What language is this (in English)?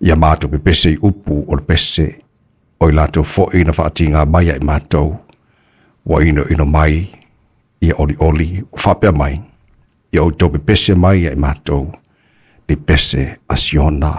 Samoan